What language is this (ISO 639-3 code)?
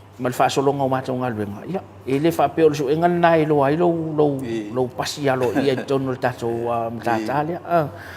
smo